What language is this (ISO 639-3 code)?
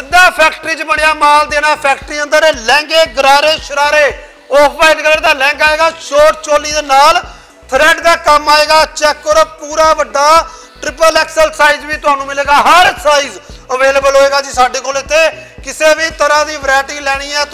pan